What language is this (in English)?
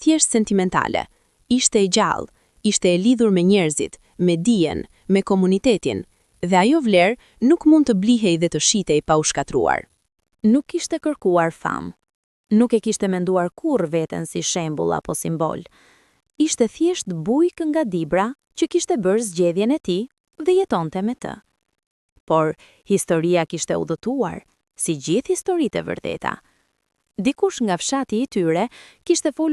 Albanian